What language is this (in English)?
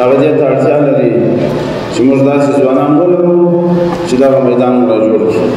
Pashto